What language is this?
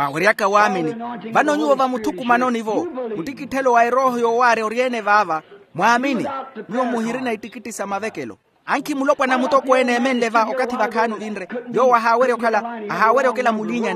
Makhuwa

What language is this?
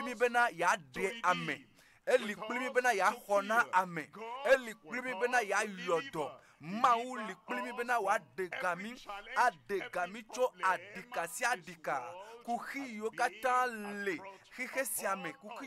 Ewe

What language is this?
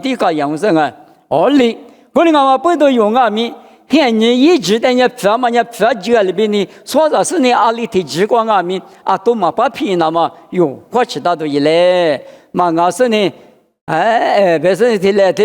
Lisu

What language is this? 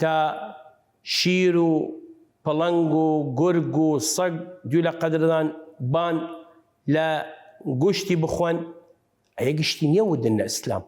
Southern Kurdish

